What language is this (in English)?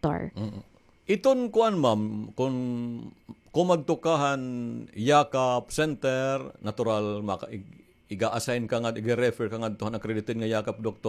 Waray